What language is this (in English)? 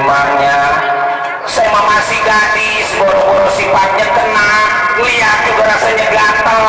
Betawi